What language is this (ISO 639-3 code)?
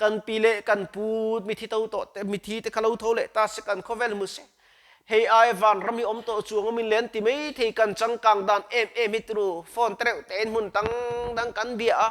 lus